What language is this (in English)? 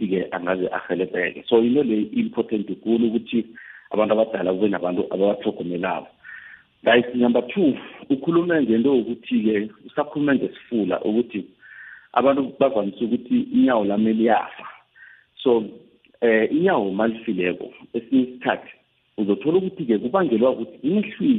South Ndebele